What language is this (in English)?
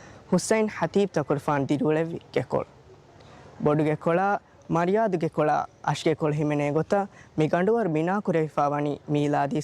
Divehi